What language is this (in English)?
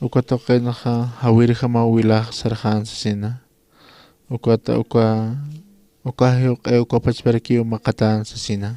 Aymara